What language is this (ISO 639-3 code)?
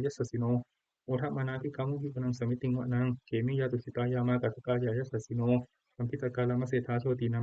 pli